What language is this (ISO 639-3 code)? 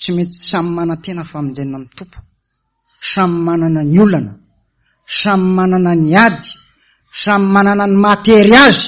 mlg